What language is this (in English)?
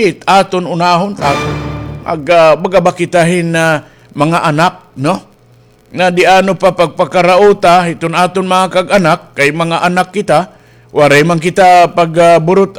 Waray